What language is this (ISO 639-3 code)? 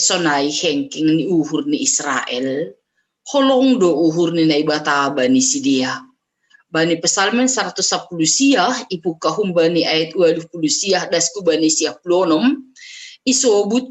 bts